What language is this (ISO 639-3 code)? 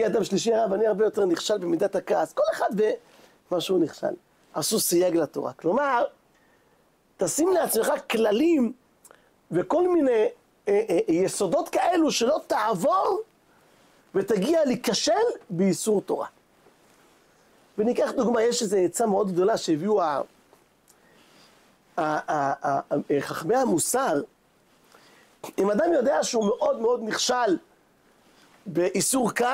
heb